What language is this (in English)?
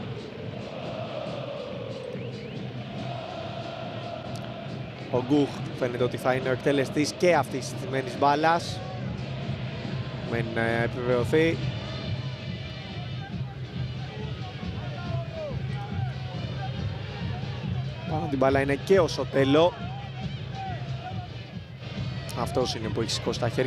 Greek